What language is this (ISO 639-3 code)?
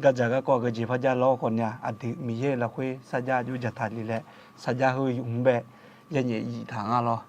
ahk